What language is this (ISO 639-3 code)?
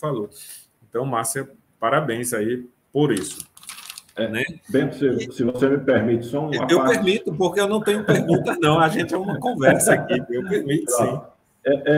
por